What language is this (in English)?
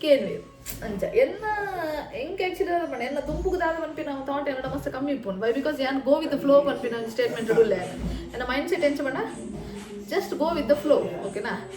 Tulu